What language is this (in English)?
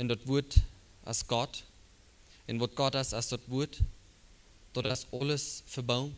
Plautdietsch